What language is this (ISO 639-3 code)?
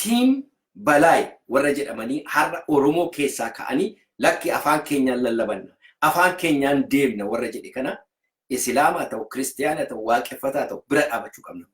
orm